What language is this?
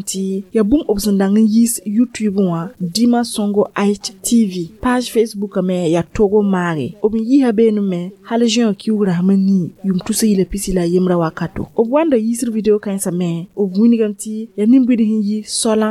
Mossi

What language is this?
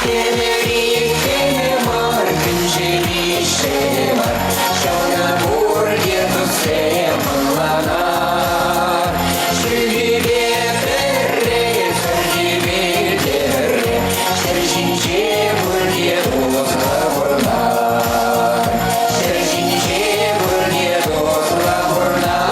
Chuvash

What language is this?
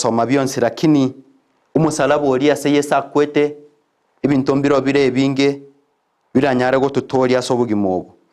Gusii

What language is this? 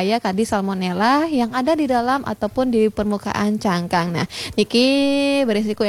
Balinese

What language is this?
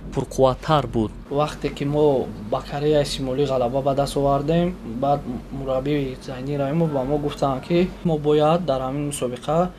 Tajik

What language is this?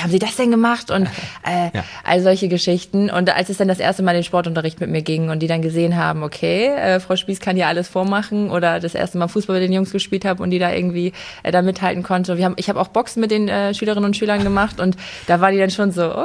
German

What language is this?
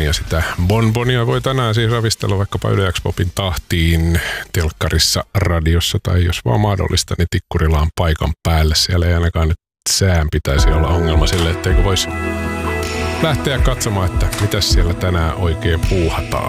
Finnish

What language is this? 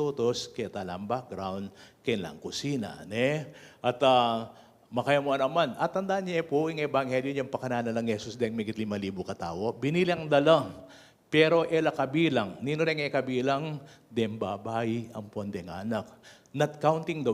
Pampanga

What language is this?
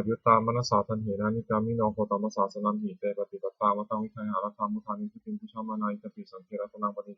Pali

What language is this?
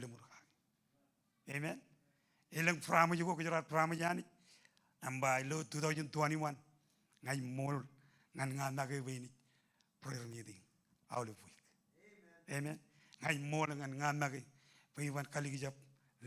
Marshallese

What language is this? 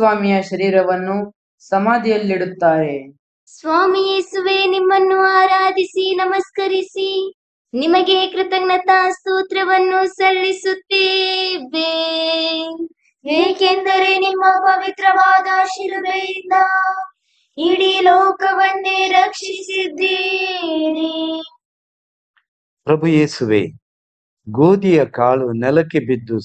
Kannada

